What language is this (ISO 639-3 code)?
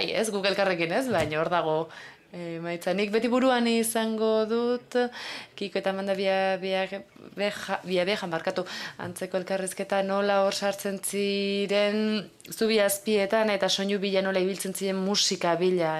eus